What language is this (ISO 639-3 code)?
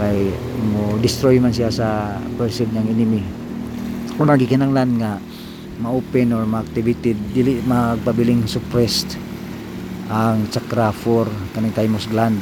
ceb